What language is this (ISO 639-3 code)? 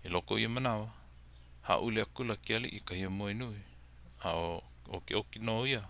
haw